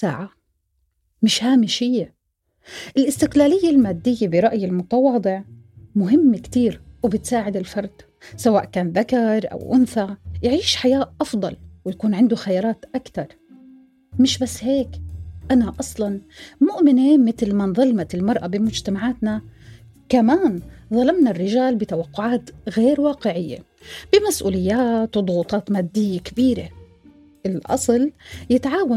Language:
North Levantine Arabic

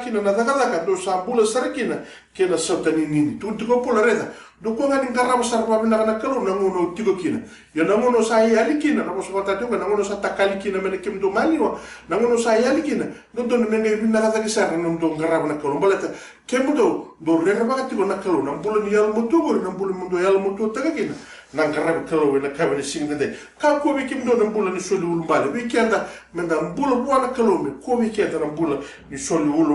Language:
Fijian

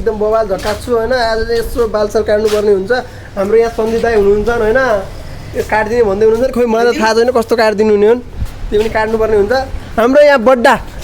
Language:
Nepali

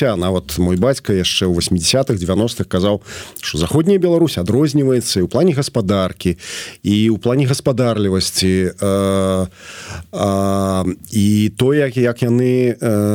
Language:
Belarusian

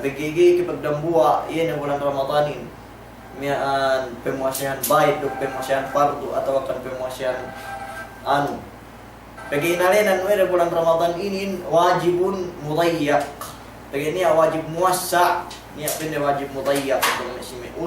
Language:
Yakan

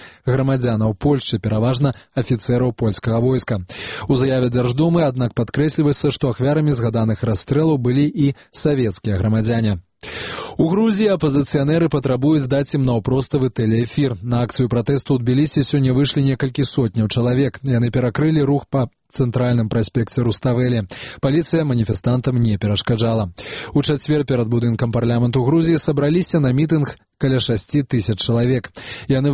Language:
Belarusian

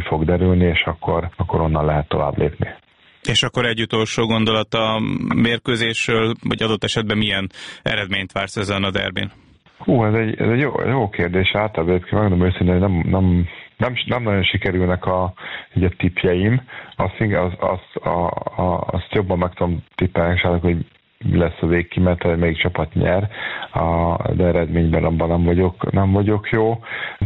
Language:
Hungarian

